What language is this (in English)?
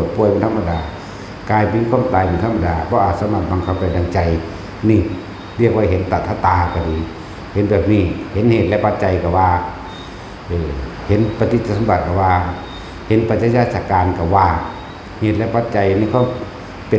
Northeastern Thai